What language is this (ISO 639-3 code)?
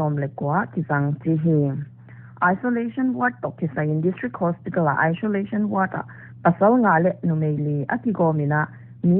pck